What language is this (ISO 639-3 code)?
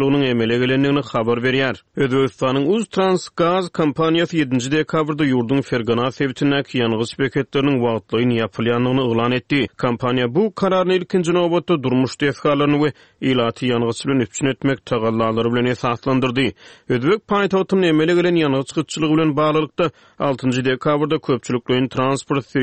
tuk